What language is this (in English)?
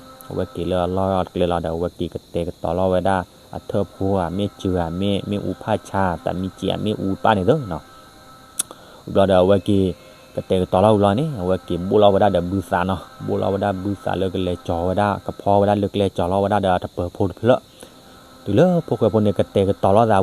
S'gaw Karen